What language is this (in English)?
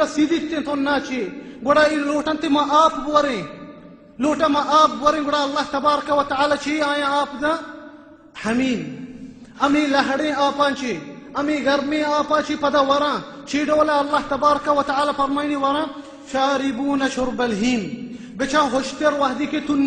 Baluchi